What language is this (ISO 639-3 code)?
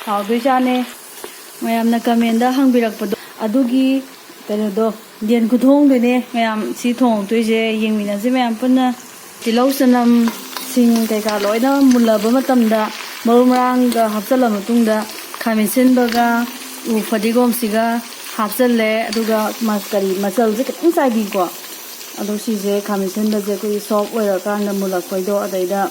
mni